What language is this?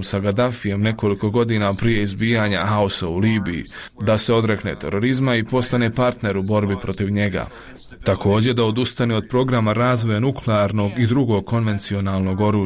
Bosnian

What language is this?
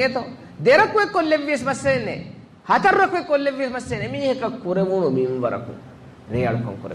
Divehi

